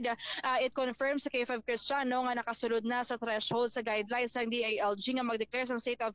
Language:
Hiligaynon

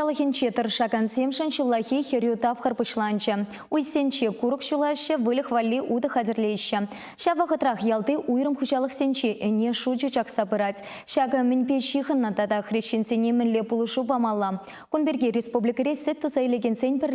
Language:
Chuvash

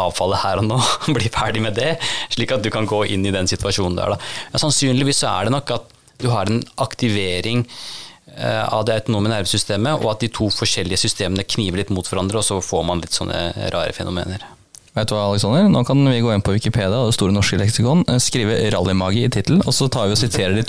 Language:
Norwegian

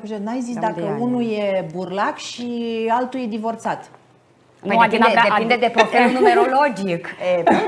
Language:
Romanian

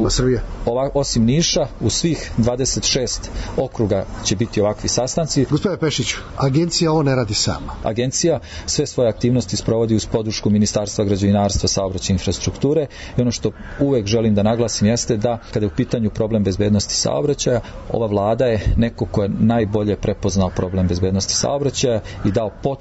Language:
Serbian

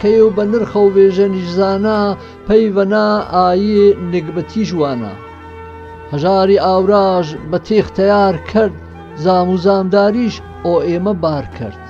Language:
Gurani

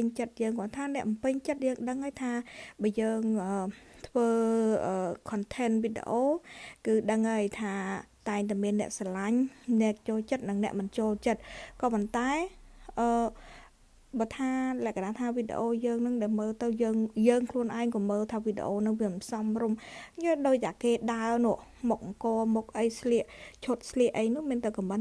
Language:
Khmer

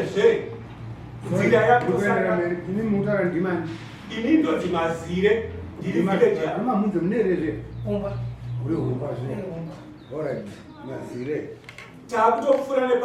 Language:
Shona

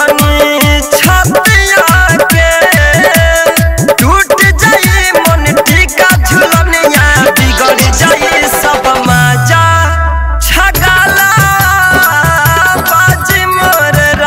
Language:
Bhojpuri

